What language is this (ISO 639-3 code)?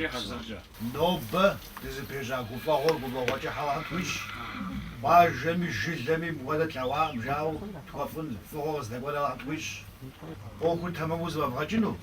kbd